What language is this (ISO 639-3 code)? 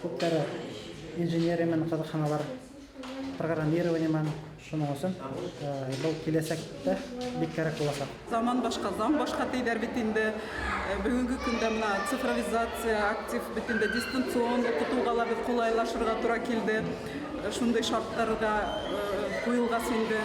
bak